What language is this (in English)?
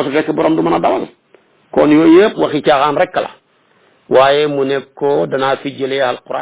Wolof